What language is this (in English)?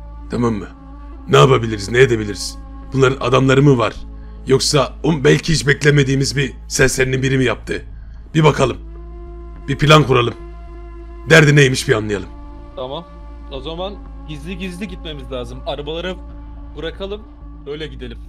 Turkish